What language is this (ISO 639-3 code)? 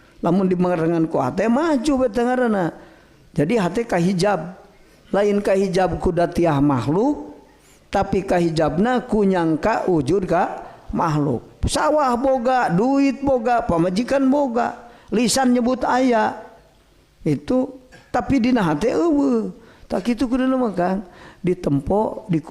sun